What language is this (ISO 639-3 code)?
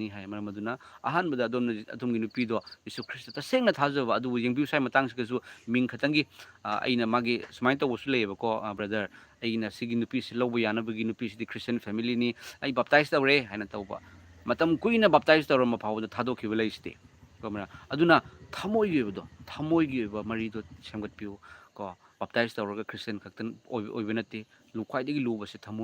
mni